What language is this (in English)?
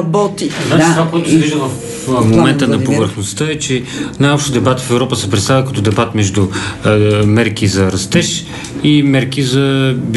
Bulgarian